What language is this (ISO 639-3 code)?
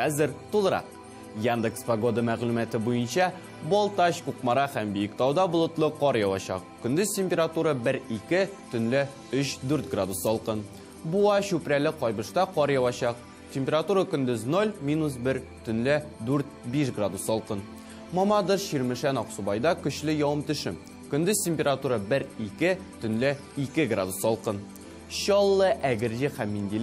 tat